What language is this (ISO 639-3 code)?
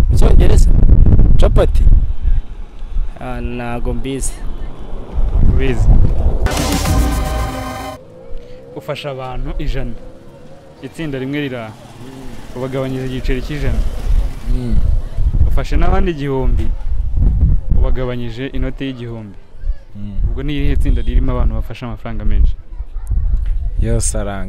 kin